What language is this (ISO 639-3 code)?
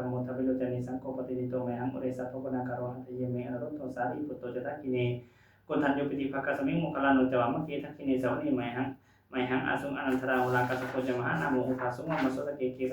pli